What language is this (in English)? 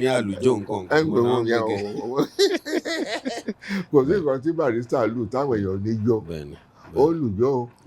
Yoruba